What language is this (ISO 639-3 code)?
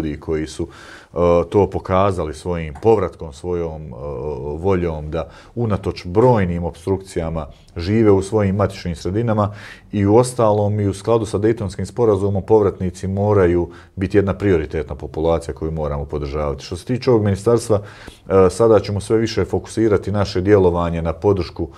bos